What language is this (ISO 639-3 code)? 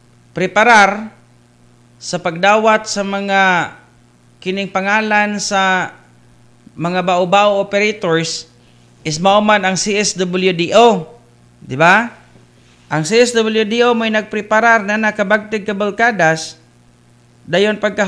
ceb